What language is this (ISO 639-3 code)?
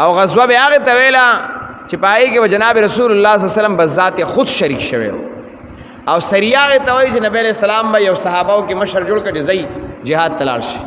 pus